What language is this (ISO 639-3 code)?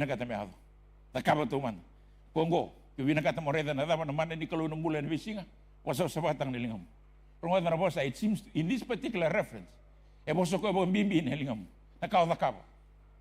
fij